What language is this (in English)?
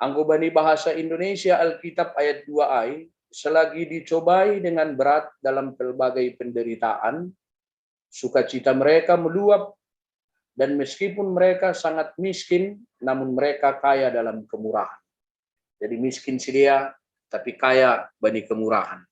Batak Simalungun